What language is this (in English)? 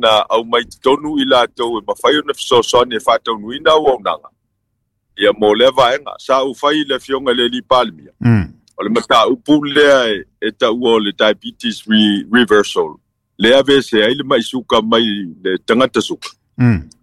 Samoan